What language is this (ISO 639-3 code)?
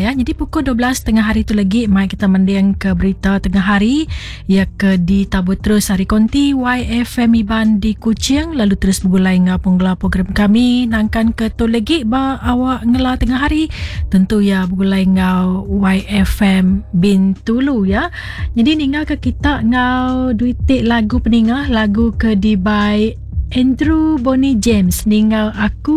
iba